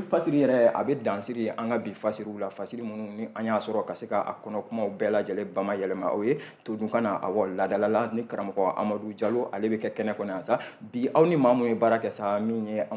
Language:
Bambara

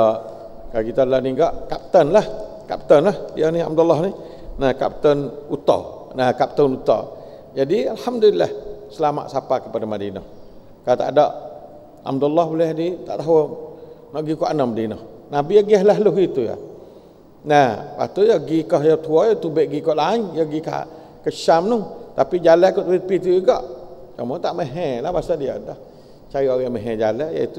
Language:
Malay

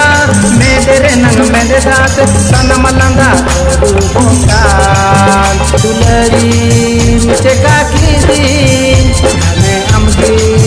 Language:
Santali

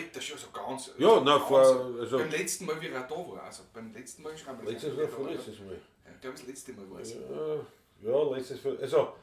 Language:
Bavarian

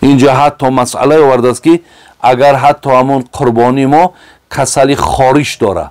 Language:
Tajik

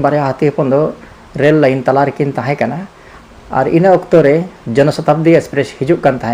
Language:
Santali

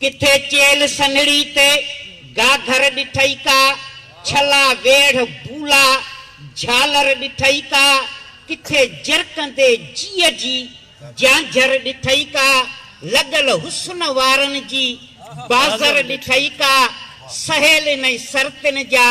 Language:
Sindhi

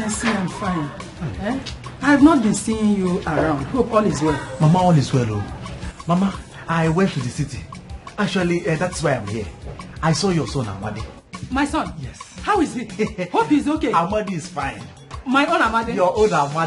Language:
Nigerian Pidgin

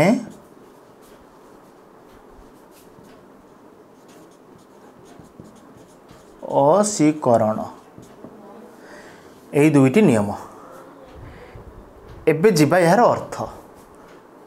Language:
Odia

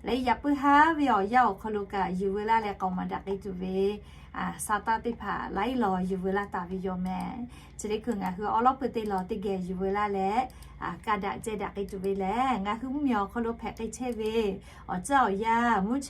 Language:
Lahu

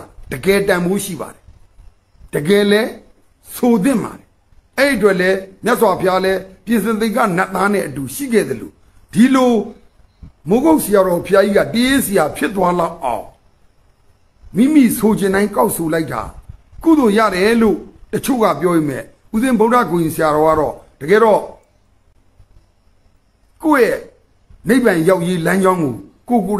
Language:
Burmese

